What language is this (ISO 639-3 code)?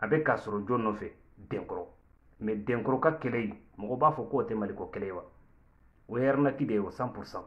bam